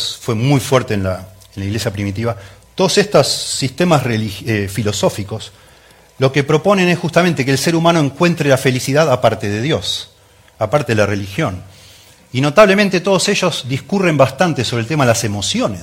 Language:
Spanish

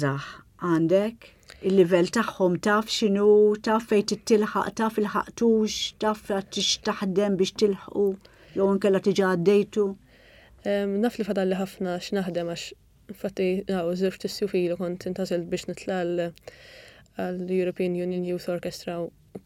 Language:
Maltese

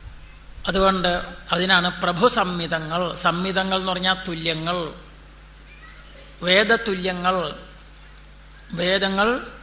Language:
Malayalam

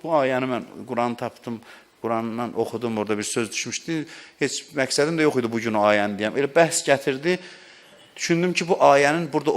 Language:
Azerbaijani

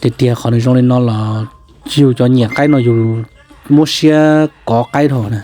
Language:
Hmong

